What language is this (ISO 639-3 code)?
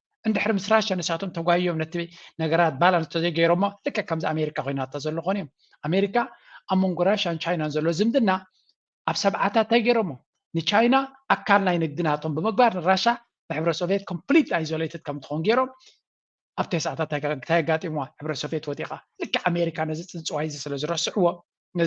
tir